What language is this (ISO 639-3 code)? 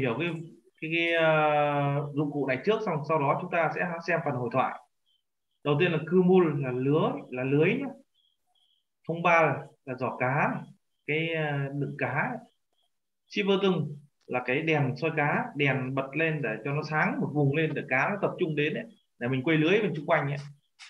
vie